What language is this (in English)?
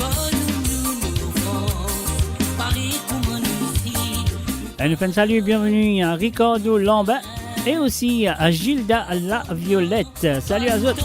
Morisyen